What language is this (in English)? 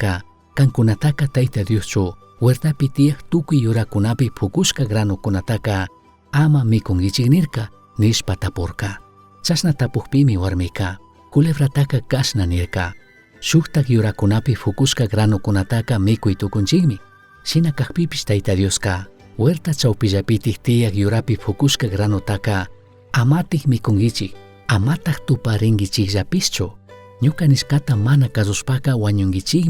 Chimborazo Highland Quichua